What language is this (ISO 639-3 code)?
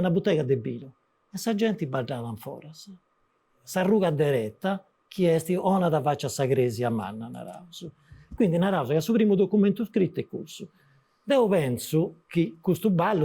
srd